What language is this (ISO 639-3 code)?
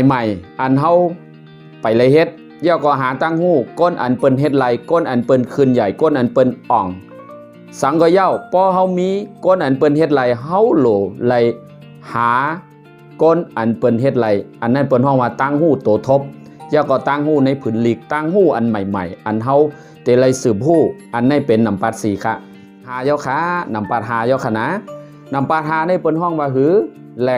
shn